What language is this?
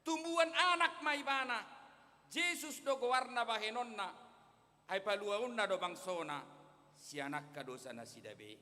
Batak Toba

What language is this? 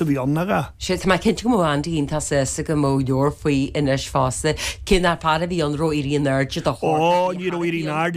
Irish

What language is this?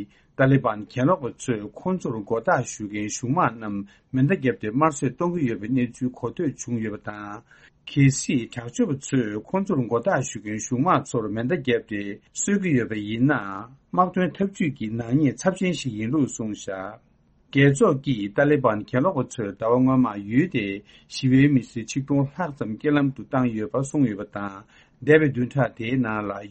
Tibetan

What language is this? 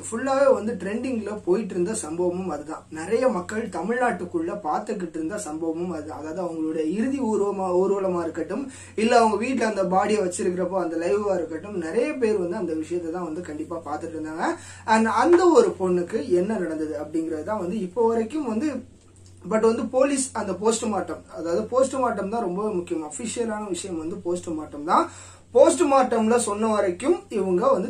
Tamil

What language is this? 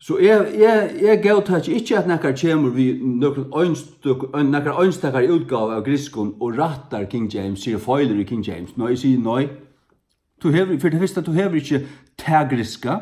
Faroese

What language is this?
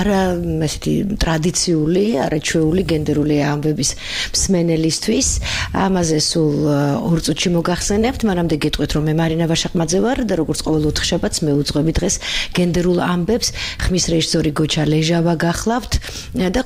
Georgian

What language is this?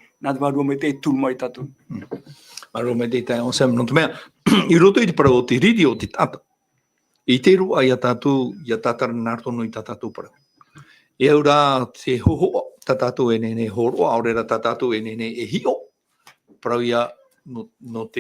Tahitian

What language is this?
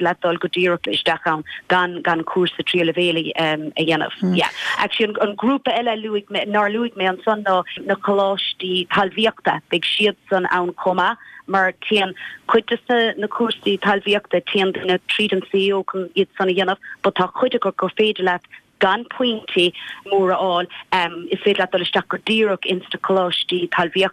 Irish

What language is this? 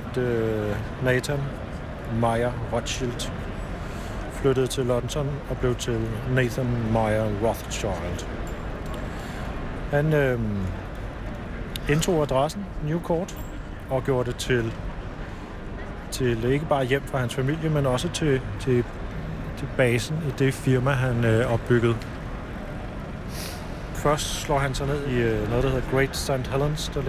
Danish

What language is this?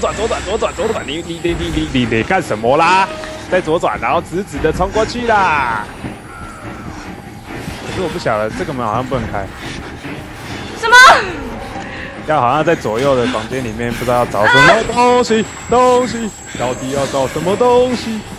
Chinese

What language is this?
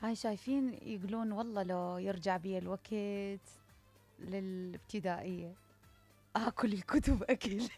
Mesopotamian Arabic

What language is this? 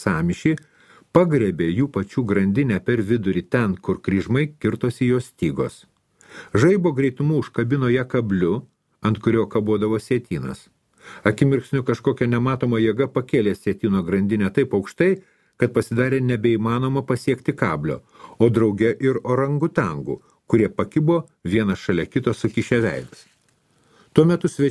Lithuanian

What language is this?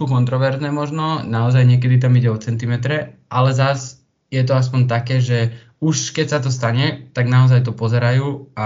Slovak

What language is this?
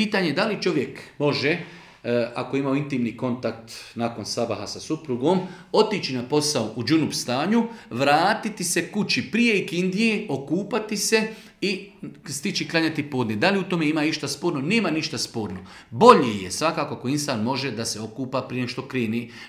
Bosnian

